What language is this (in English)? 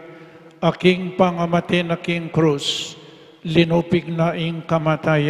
Pampanga